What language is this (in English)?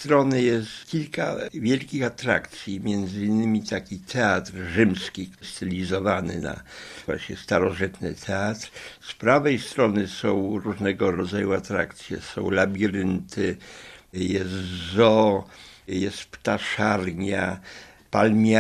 Polish